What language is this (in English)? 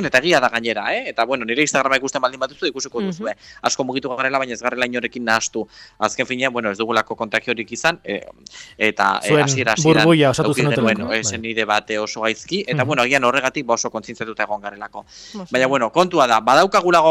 Basque